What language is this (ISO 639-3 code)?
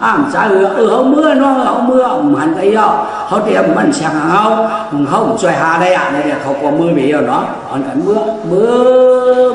shn